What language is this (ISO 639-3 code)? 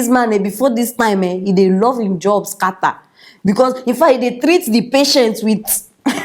pcm